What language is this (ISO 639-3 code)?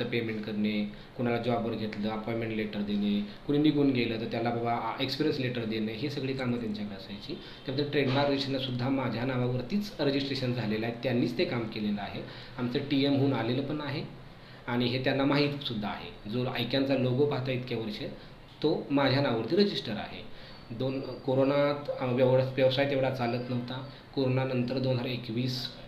mar